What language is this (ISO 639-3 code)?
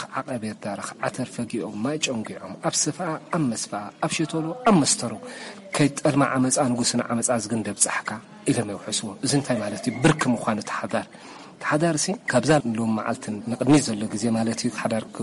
tir